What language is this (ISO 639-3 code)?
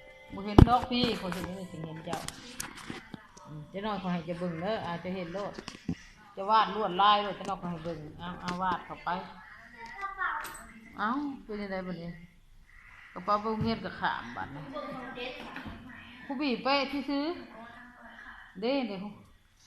lao